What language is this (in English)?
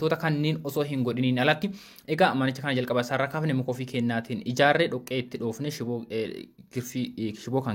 Oromo